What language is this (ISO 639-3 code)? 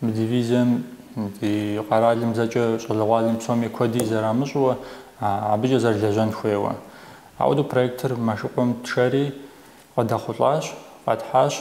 kbd